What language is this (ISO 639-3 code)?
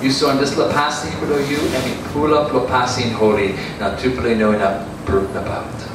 tpi